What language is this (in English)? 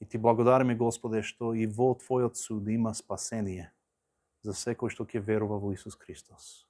Macedonian